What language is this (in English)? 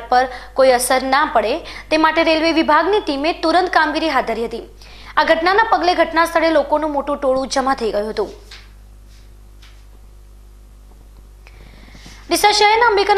Gujarati